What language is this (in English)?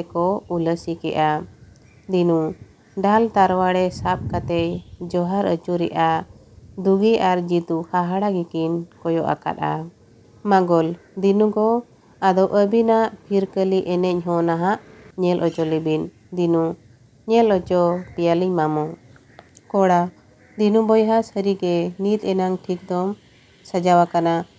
Santali